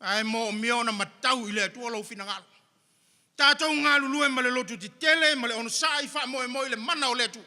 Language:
Samoan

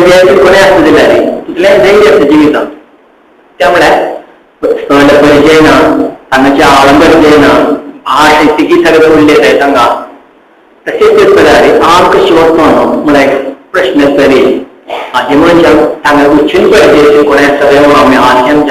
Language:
Konkani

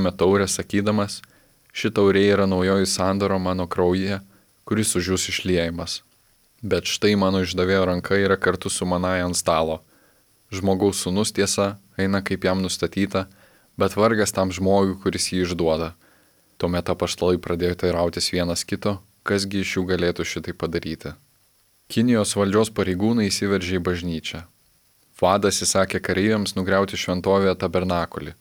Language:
Lithuanian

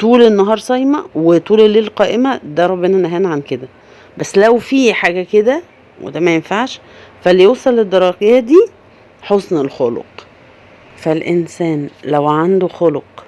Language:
Egyptian Arabic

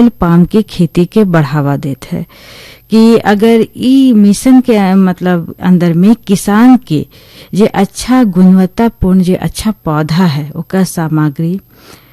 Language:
Bhojpuri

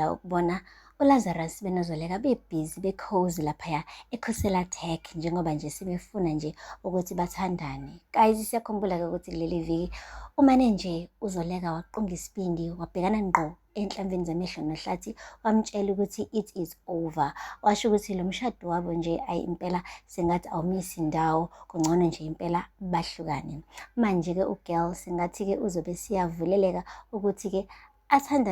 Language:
Zulu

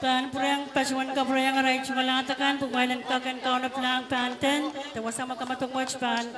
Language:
Pohnpeian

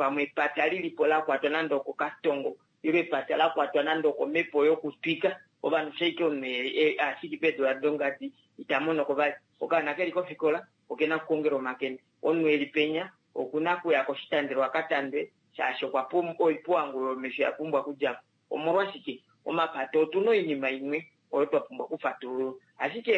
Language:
Kuanyama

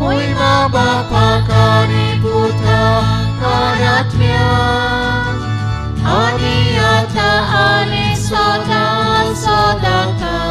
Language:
Konkani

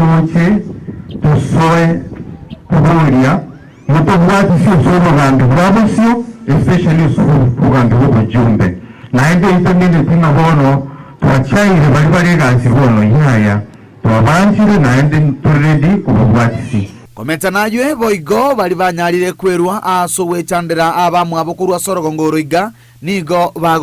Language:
Gusii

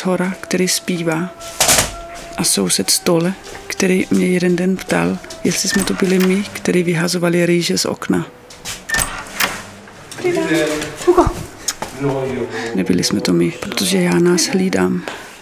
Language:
Czech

